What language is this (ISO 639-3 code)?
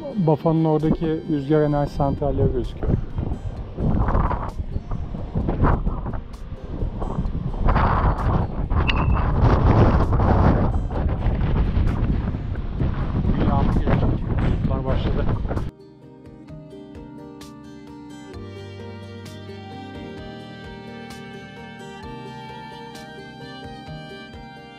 tur